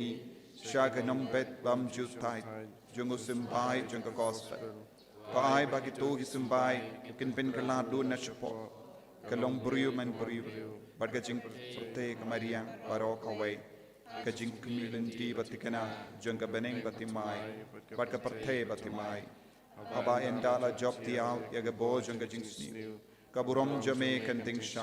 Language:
Khasi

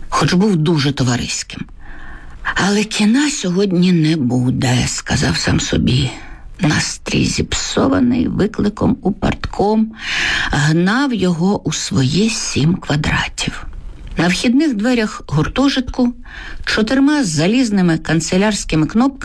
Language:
Ukrainian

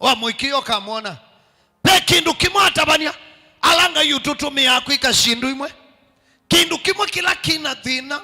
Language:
Kamba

